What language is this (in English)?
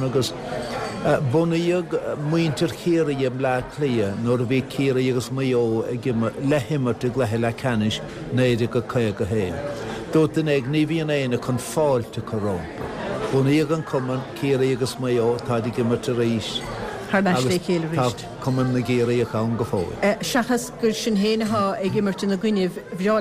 Irish